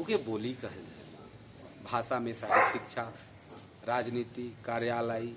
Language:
Sadri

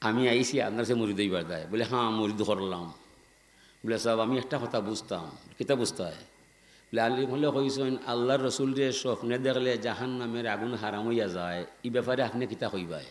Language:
Sylheti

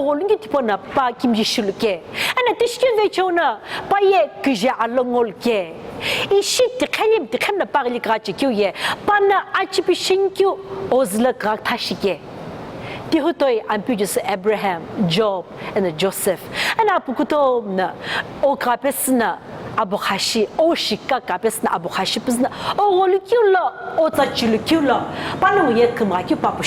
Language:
Sumi Naga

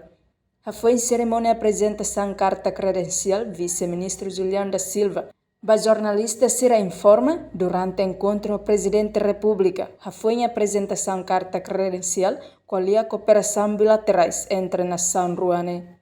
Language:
Tetum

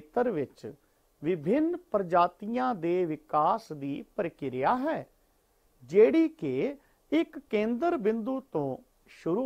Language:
Punjabi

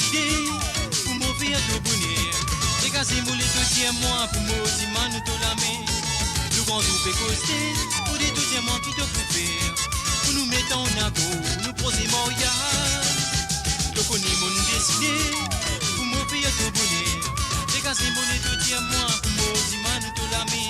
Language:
Morisyen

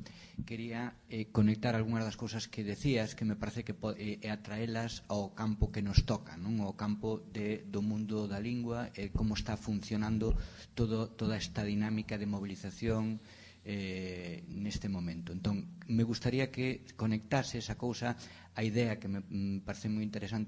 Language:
Galician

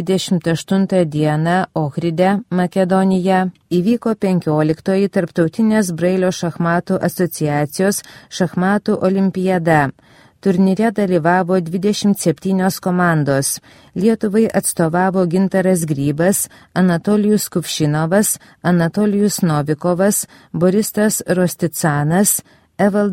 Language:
Lithuanian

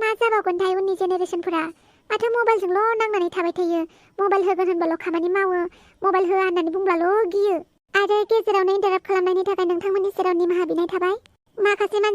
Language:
Bodo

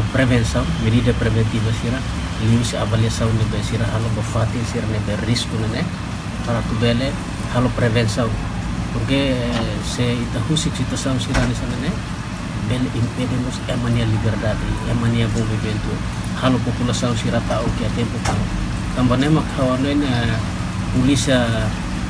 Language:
Tetum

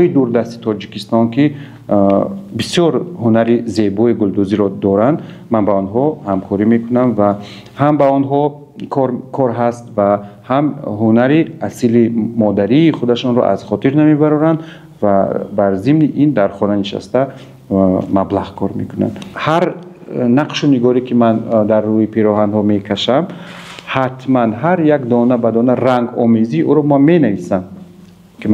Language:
Tajik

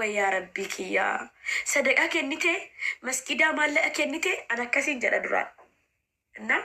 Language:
Oromo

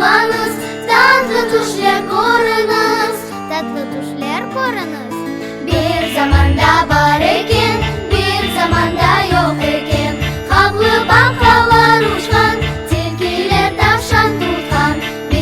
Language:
Crimean Tatar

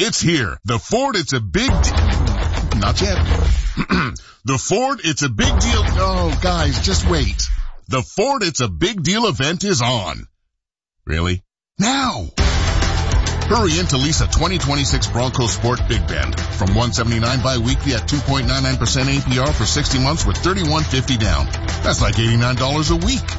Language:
English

